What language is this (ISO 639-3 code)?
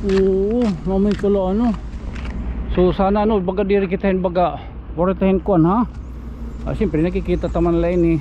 war